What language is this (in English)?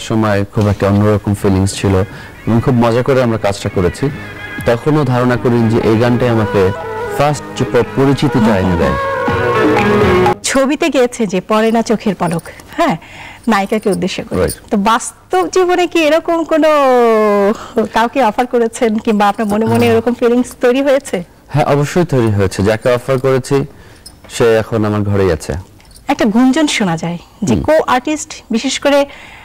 Bangla